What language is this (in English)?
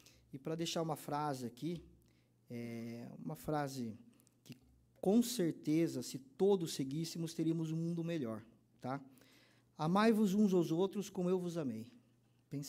Portuguese